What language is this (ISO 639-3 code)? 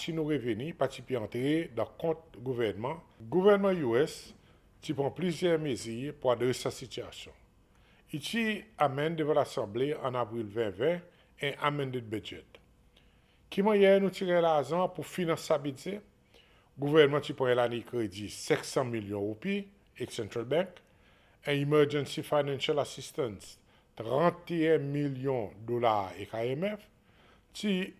crs